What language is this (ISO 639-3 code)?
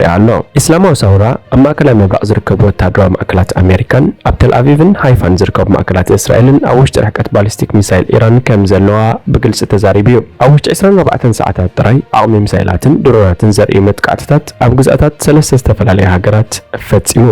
tir